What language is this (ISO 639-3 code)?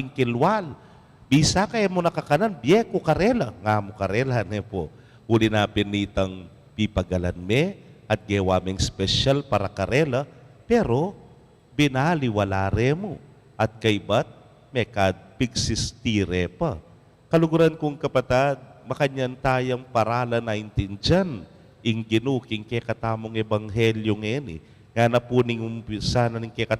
pam